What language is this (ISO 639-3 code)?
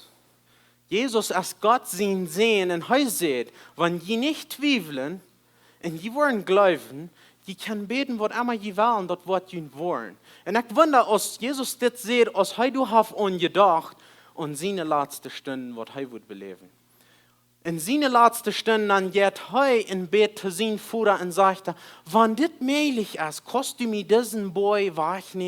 pdt